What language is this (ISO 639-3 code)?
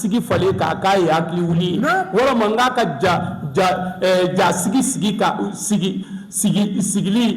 bam